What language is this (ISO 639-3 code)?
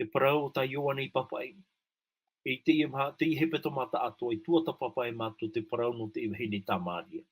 tah